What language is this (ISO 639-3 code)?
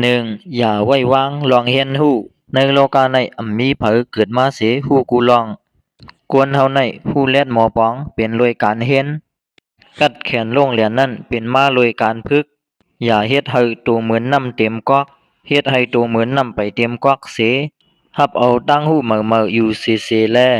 shn